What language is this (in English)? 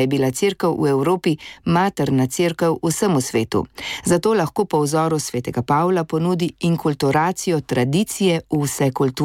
Slovenian